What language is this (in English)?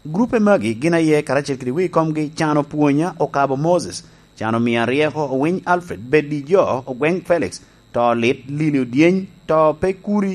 Lango (Uganda)